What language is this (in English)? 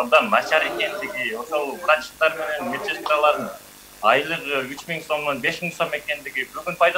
Kyrgyz